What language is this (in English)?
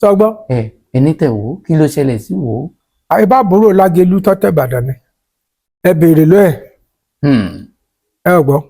Yoruba